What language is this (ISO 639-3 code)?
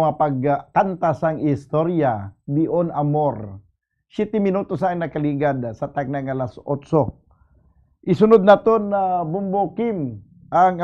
hil